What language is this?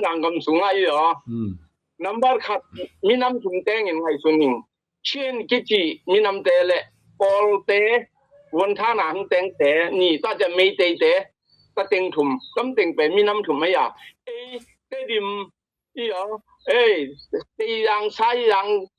Tedim Chin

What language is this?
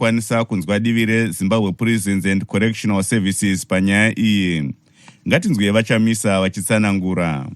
Shona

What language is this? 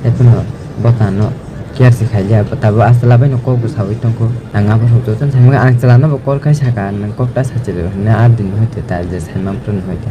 Kok Borok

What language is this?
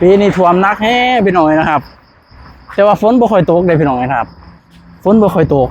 Northeastern Thai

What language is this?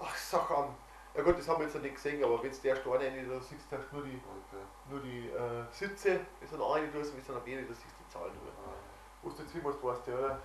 Bavarian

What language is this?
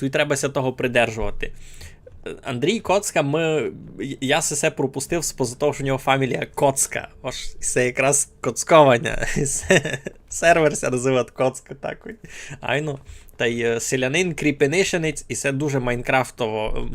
Rusyn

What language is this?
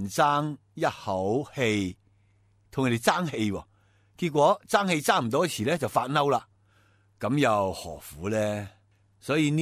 Cantonese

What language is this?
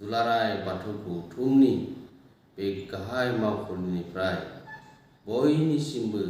Bodo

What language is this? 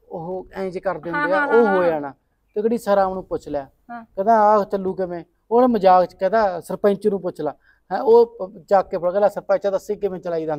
Punjabi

